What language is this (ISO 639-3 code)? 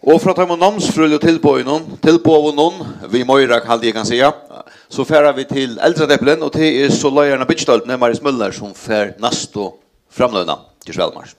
fao